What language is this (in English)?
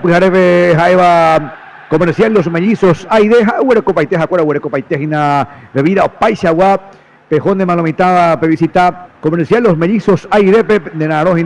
Guarani